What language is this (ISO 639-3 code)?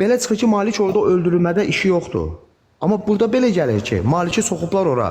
aze